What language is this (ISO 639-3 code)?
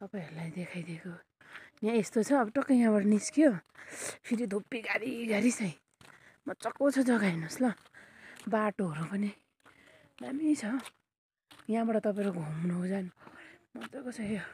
nep